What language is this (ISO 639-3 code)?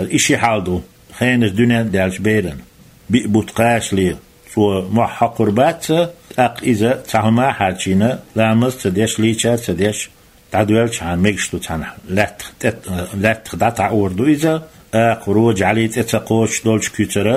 che